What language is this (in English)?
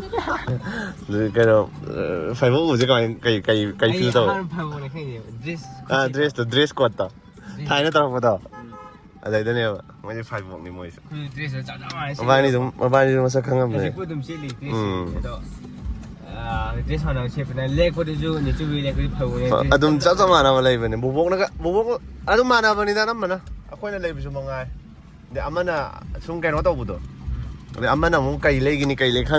Manipuri